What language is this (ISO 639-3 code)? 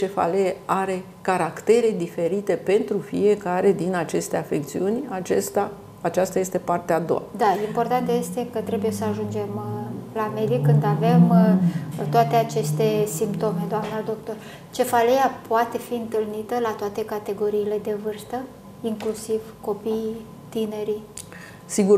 ron